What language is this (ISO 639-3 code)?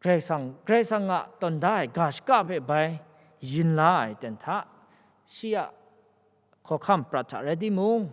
kac